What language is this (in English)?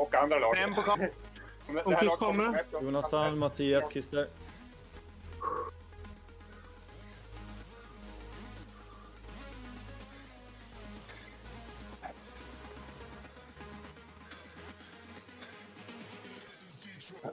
Swedish